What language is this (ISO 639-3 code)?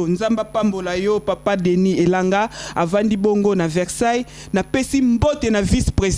lin